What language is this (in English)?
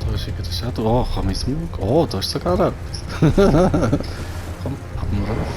Swiss German